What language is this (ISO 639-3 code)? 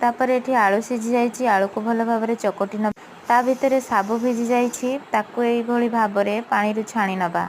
ori